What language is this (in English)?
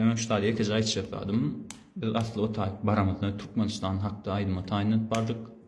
Turkmen